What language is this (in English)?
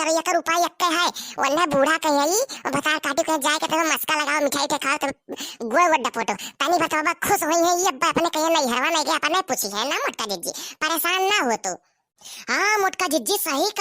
Awadhi